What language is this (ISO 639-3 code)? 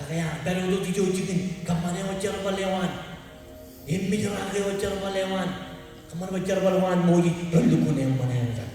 mah